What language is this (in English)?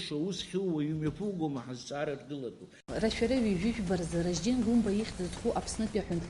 Abkhazian